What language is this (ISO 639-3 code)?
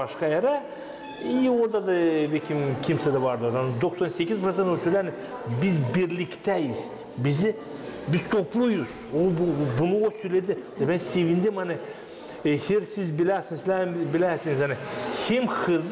gag